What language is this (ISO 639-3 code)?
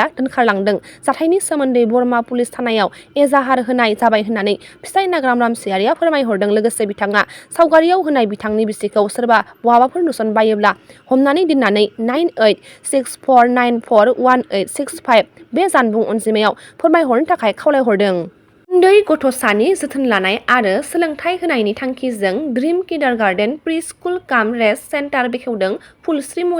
brx